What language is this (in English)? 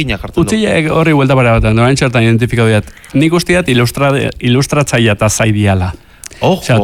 Basque